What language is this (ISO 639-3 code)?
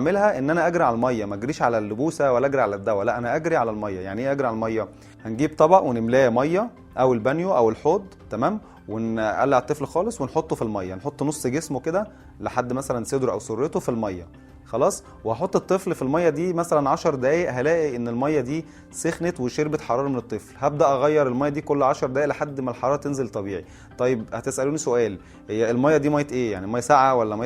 arz